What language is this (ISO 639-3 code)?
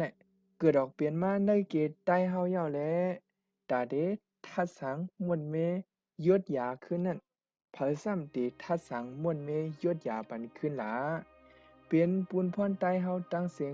shn